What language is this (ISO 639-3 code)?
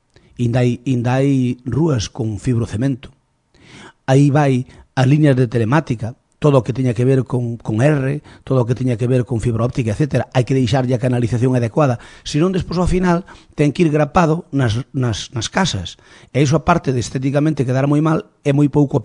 glg